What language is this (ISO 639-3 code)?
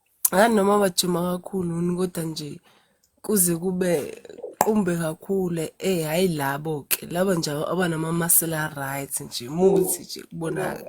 zul